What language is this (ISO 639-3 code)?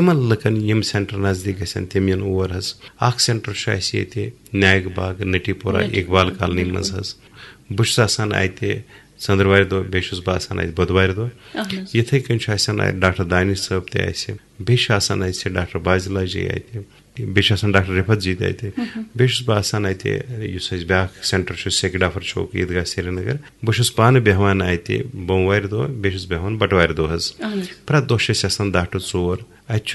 kas